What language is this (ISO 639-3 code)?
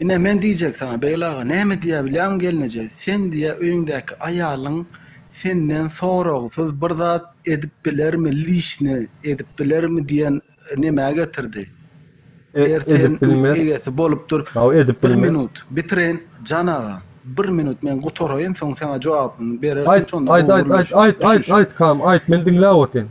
tuk